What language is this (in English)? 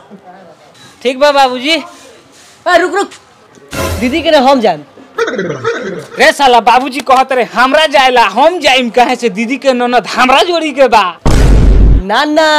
Bhojpuri